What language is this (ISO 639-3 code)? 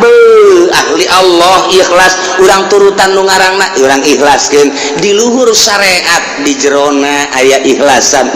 sun